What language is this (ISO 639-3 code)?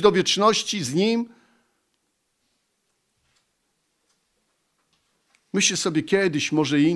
pol